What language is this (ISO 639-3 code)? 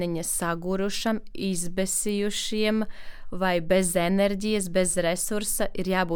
lav